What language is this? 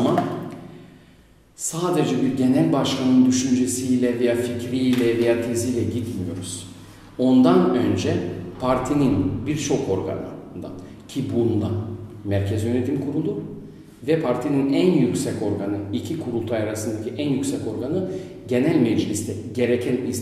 Turkish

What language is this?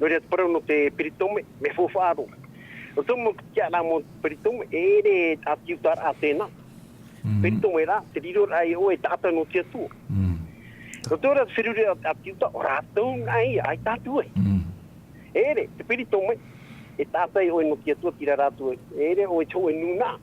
Tahitian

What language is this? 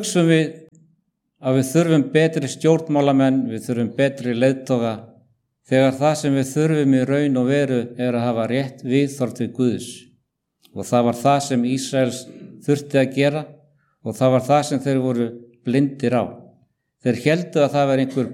Icelandic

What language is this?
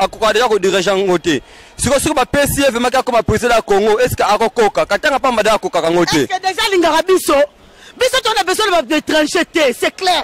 Lingala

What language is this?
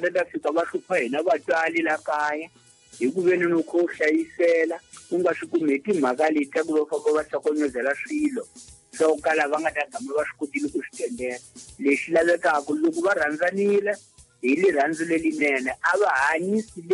Tsonga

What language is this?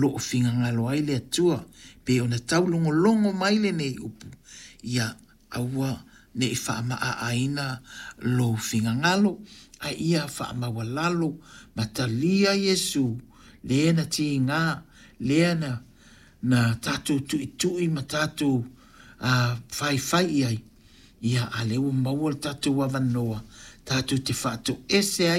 Samoan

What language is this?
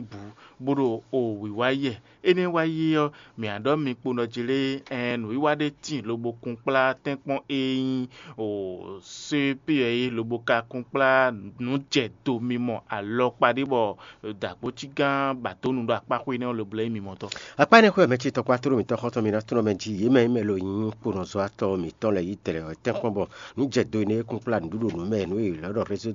Fon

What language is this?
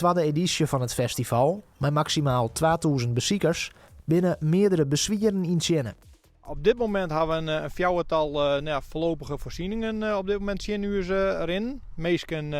Western Frisian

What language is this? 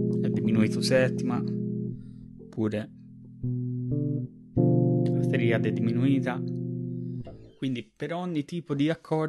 Italian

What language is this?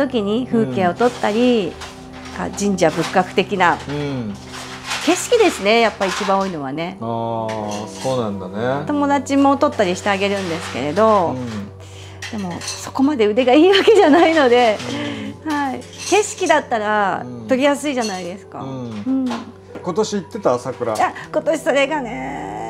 Japanese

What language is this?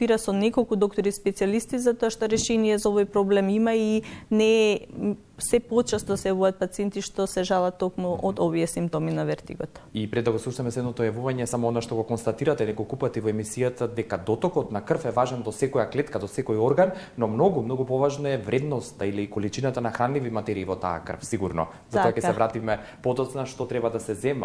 Macedonian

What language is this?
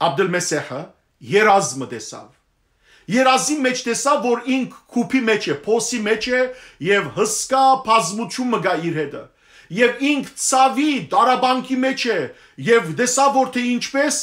Western Armenian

